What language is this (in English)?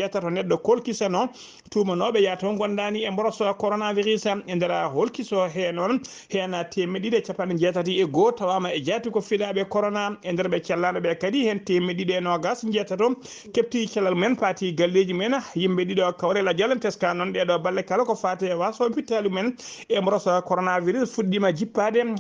Fula